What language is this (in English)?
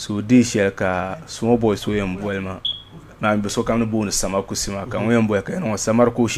Dagbani